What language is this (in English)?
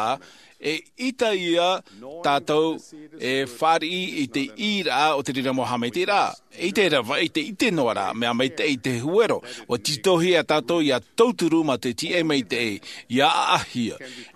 Tahitian